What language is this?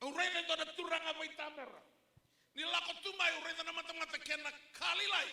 Fijian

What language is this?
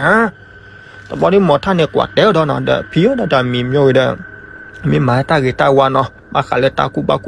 S'gaw Karen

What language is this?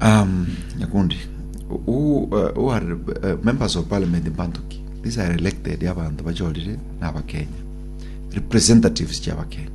Gusii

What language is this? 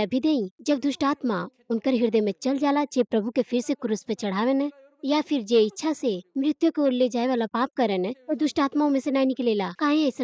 Bhojpuri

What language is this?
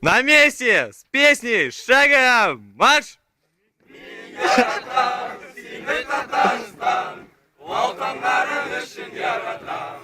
Tatar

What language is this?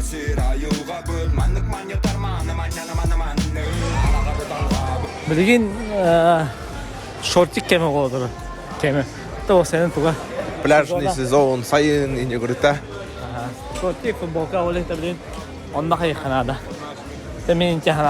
Yakut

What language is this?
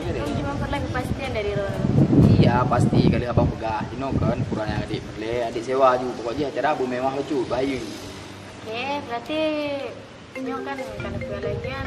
Achinese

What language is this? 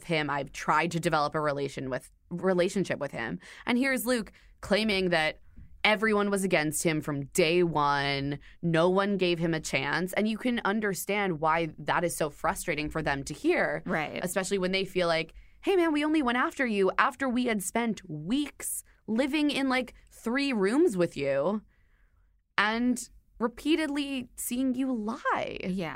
English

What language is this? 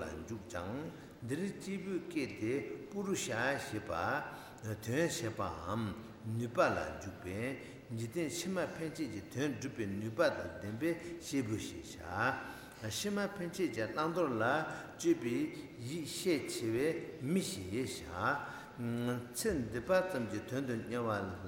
Tibetan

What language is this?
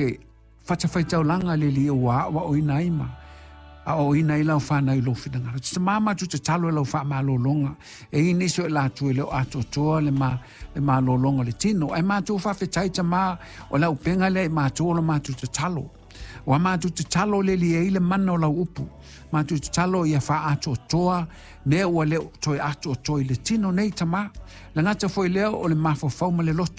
Samoan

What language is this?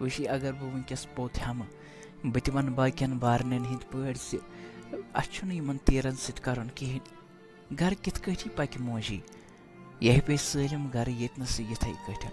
Kashmiri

